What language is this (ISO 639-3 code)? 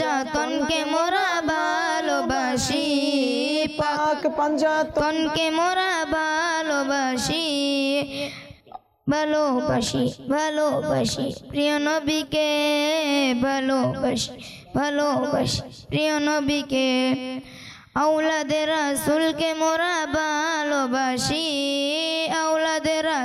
ben